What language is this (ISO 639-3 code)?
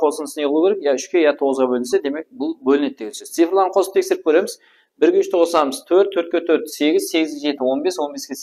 kaa